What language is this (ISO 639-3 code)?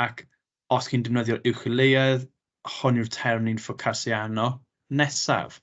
cym